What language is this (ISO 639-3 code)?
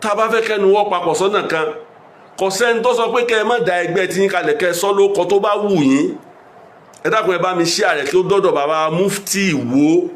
yor